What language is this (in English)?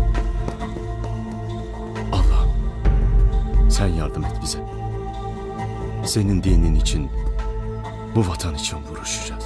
Turkish